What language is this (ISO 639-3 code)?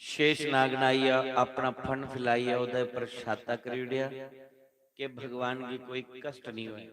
doi